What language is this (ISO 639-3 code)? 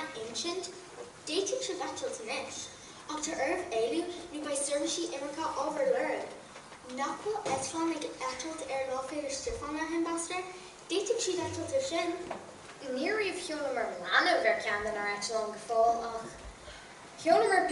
gle